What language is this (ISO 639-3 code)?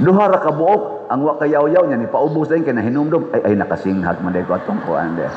ceb